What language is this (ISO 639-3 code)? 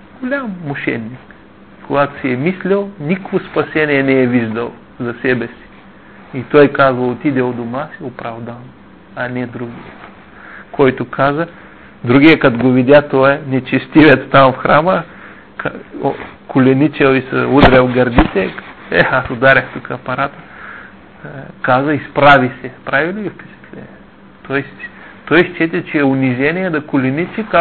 bul